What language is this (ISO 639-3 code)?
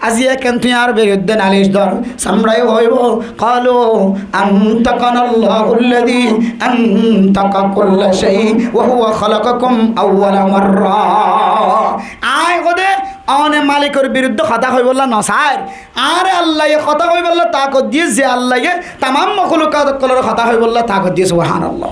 rhg